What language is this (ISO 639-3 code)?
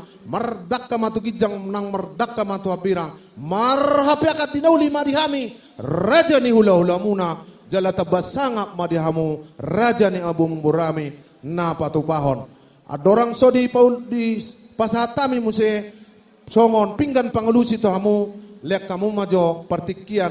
bbc